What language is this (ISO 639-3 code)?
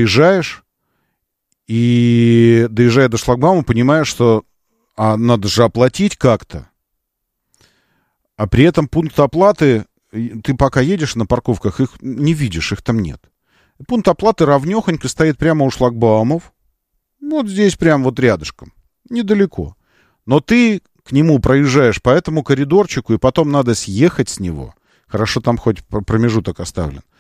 rus